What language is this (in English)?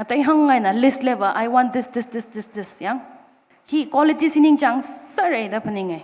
Tangkhul Naga (India)